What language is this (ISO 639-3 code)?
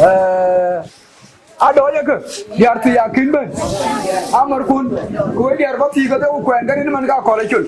din